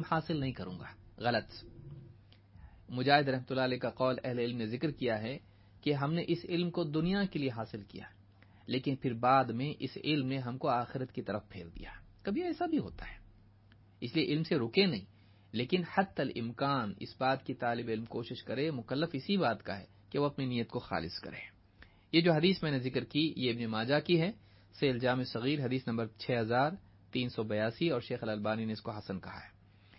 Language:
Urdu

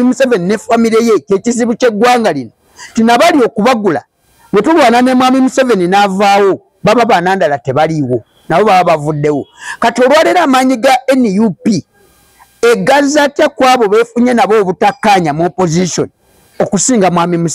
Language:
Ganda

